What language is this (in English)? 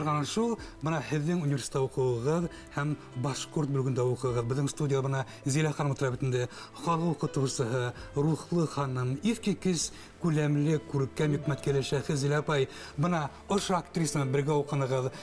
Bashkir